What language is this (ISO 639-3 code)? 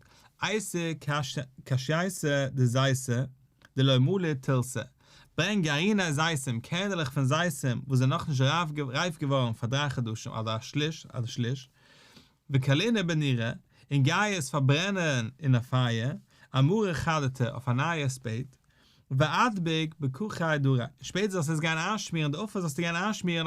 yid